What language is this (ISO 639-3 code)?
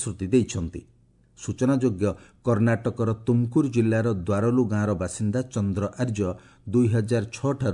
ori